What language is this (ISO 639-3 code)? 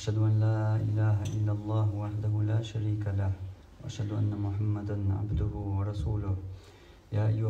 che